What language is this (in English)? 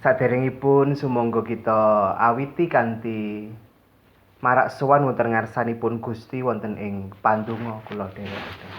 Javanese